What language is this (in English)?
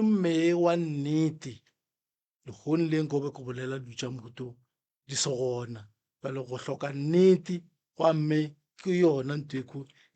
Northern Sotho